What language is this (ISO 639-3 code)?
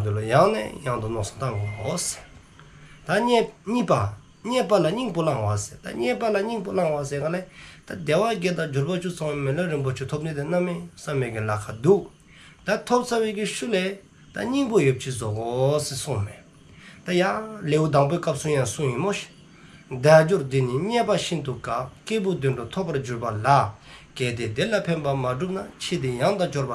dzo